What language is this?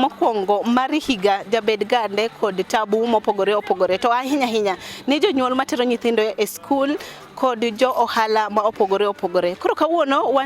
Luo (Kenya and Tanzania)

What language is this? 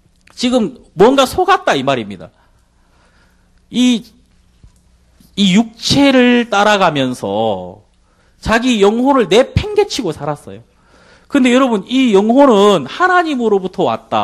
Korean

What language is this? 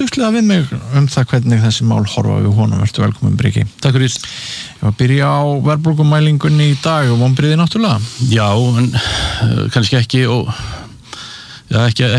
Icelandic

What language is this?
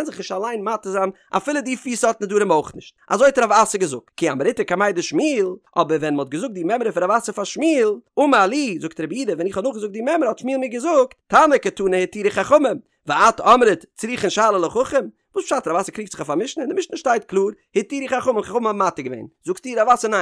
Yiddish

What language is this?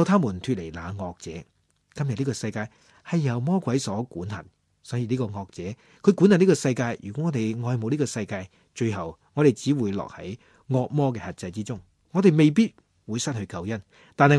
Cantonese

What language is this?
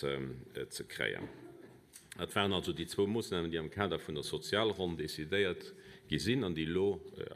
Luxembourgish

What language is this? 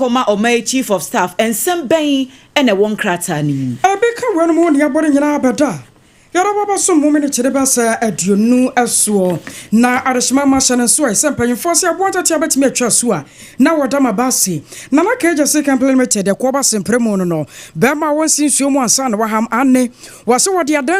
Akan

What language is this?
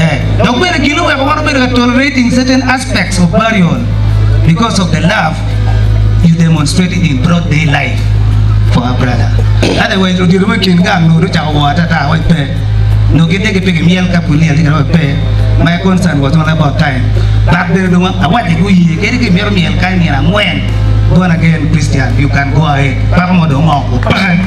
Acoli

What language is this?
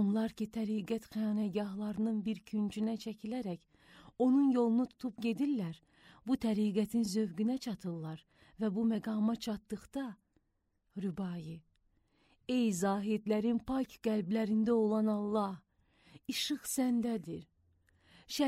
Azerbaijani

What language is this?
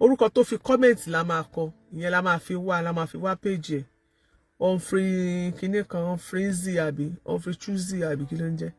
Yoruba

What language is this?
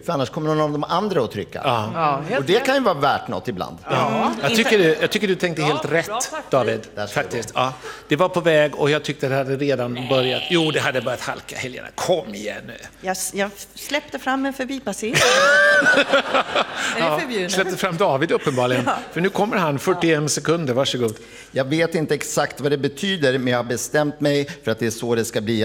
Swedish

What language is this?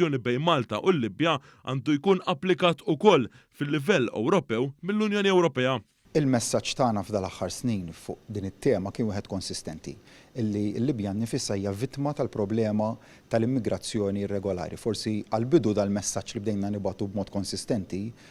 Maltese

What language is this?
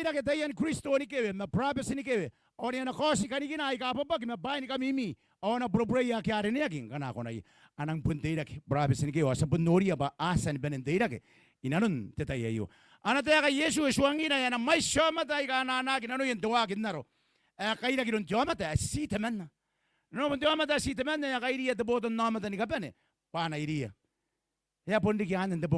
Gilbertese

